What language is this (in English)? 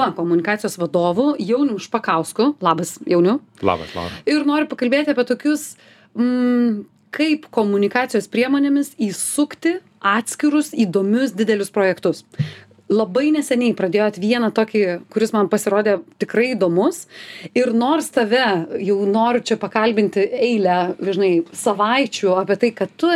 Lithuanian